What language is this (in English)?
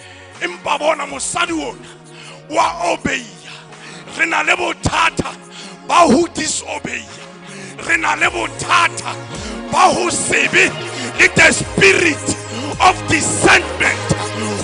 Southern Sotho